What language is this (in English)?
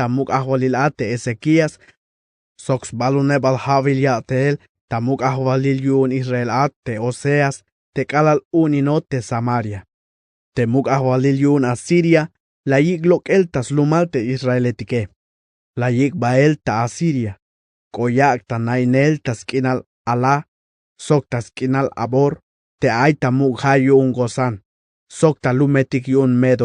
Tzeltal